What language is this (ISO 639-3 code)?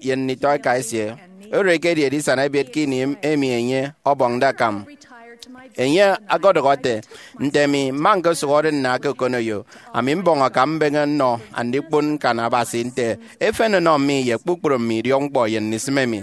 efi